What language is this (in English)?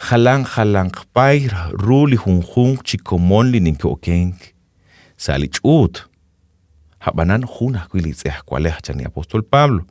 Kekchí